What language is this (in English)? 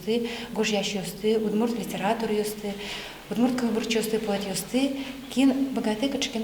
Udmurt